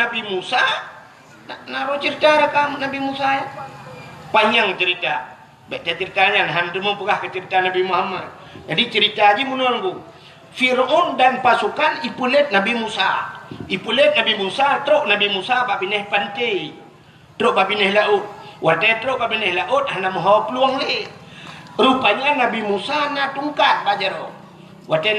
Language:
Achinese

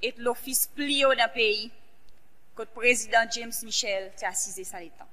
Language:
Seselwa Creole French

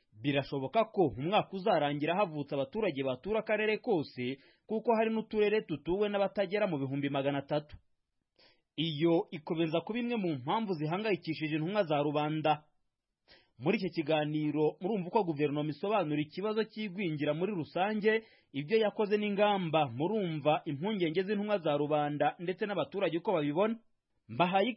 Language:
Kinyarwanda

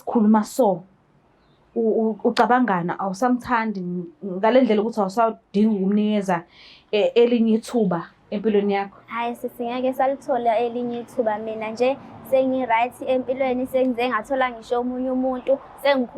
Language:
Zulu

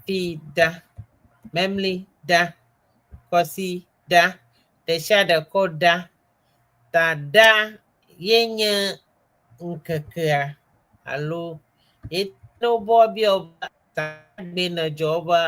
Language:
Ewe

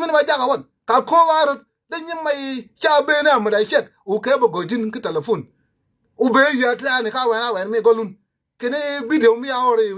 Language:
Nuer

